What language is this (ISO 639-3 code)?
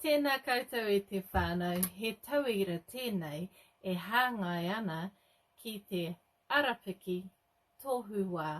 mri